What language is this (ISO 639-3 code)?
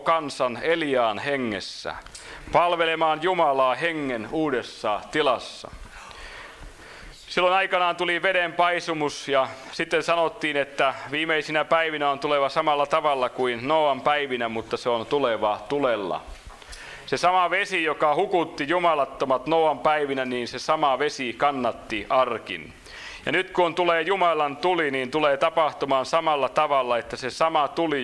fin